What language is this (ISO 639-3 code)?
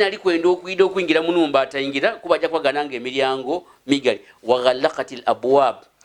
lug